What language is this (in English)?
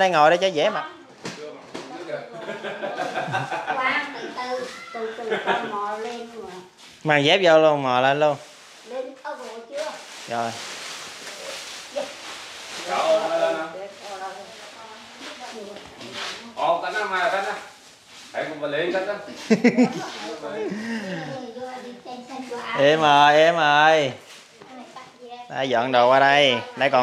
Vietnamese